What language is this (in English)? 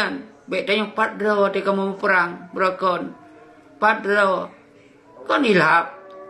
Achinese